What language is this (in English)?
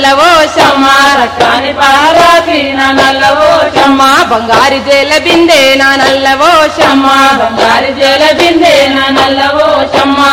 Telugu